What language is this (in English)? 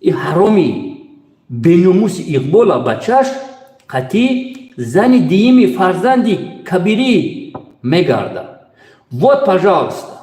Tajik